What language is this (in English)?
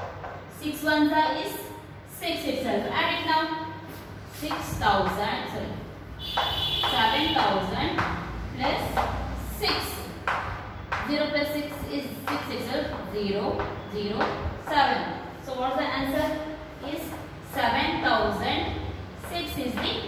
English